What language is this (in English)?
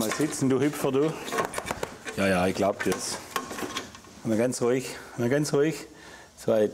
German